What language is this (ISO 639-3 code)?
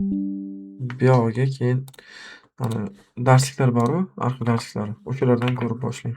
uzb